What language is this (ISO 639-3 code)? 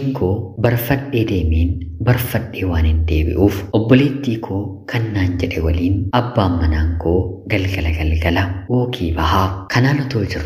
orm